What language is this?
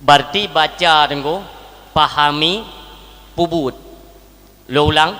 Achinese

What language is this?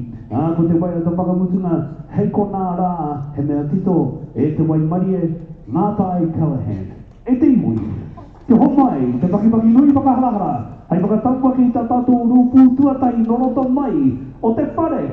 Māori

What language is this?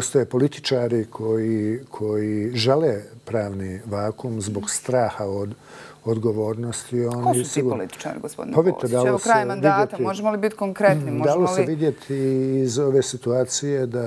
Bosnian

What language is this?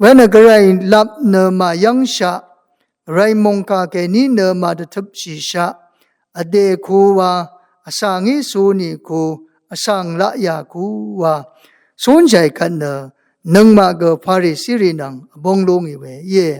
Rawang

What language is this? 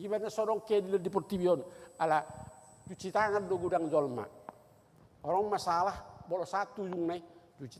Batak Toba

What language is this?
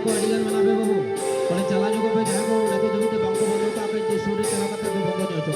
Santali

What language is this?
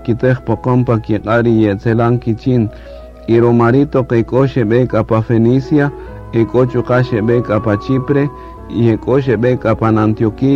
Kaqchikel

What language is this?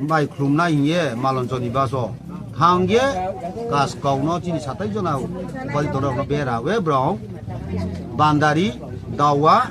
Riang (India)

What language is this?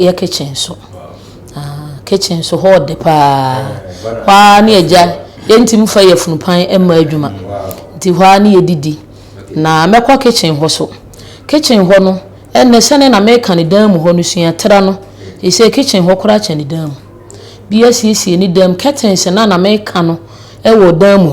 Akan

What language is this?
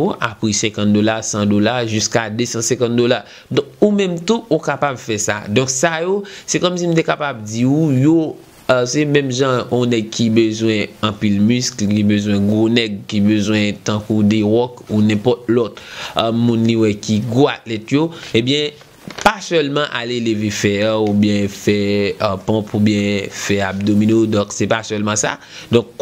Haitian Creole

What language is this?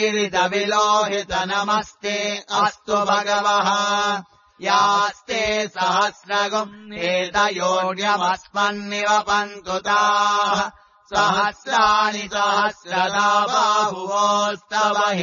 Sanskrit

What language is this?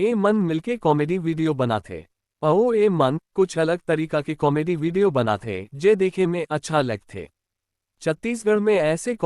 Chhattisgarhi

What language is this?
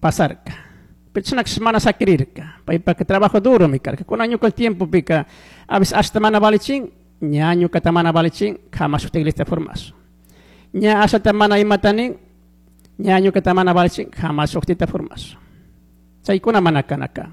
Chimborazo Highland Quichua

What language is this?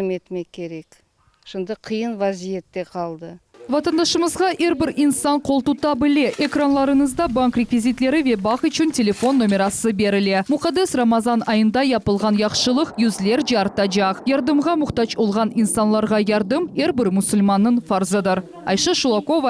Crimean Tatar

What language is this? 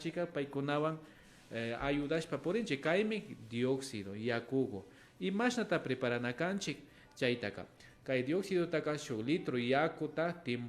Imbabura Highland Quichua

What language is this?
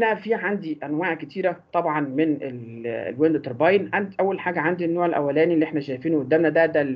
Egyptian Arabic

